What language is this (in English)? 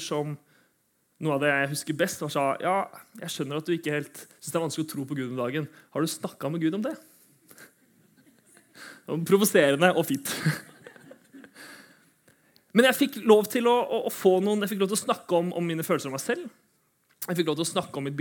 Norwegian